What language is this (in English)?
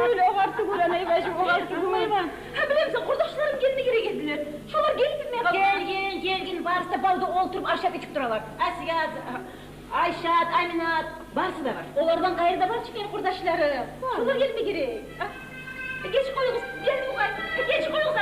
Kumyk